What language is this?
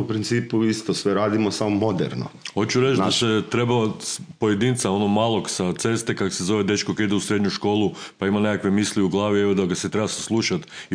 Croatian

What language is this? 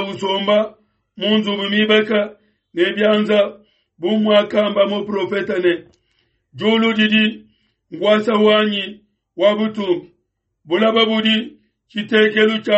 Luba-Lulua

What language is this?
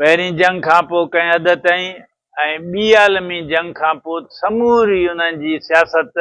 Sindhi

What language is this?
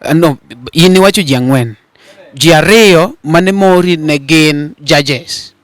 Luo (Kenya and Tanzania)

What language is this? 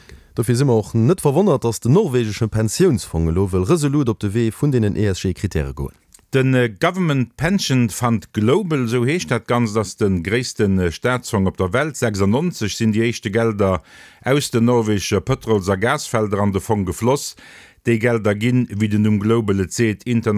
Luxembourgish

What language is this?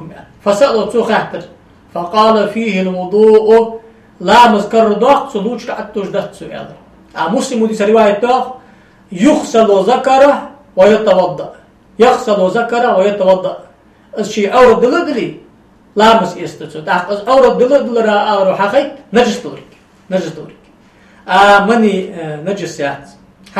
Ingush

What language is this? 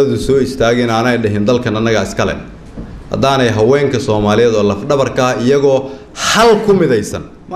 Somali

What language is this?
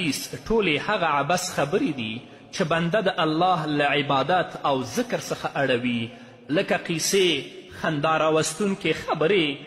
Pashto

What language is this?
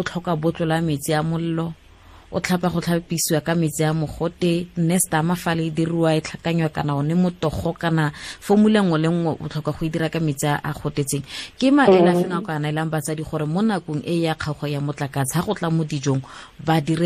Tswana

